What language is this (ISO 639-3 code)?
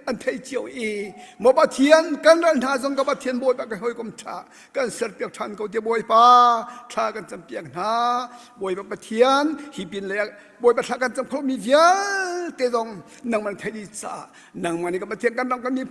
cnh